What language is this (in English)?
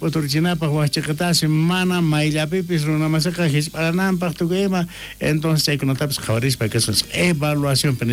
South Bolivian Quechua